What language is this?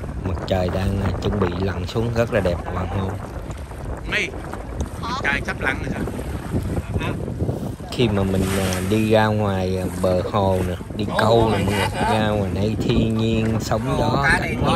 Vietnamese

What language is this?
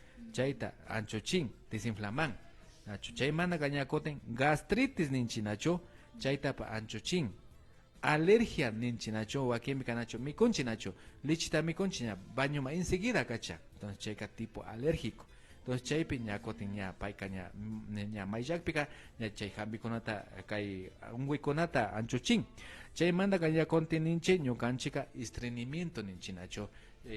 Imbabura Highland Quichua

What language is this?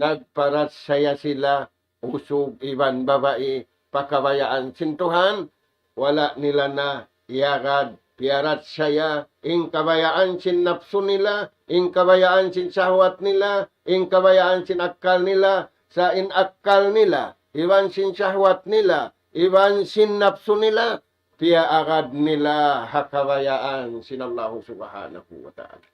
Tausug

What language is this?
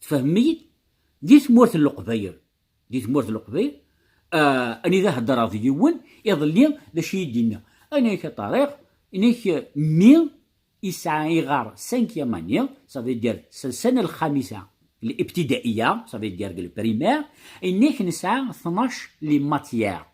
Kabyle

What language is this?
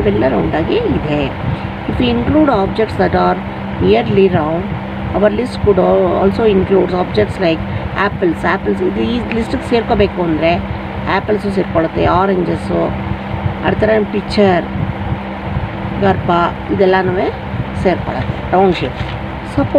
Kannada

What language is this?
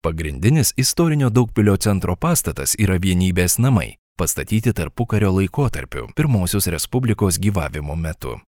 Lithuanian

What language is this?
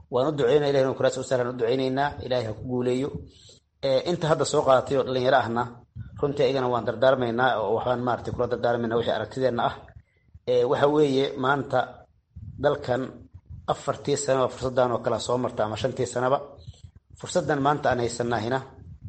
Somali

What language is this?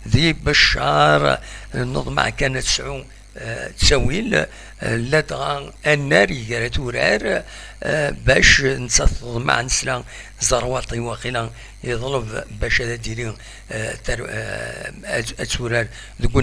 Kabyle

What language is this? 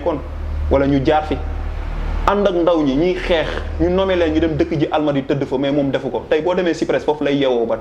Wolof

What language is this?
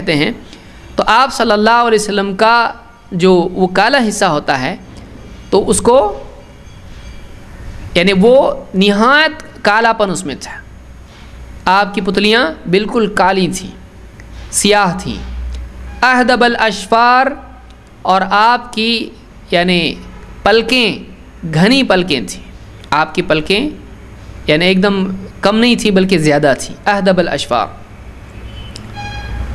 Urdu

